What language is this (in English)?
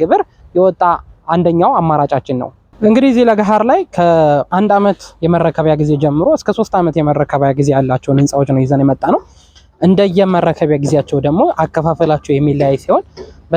Amharic